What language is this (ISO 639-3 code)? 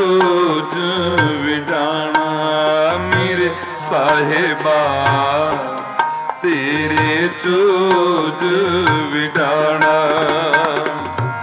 pan